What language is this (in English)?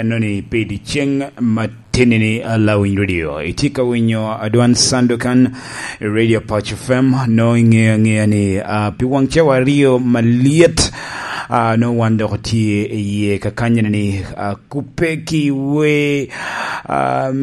Lango (Uganda)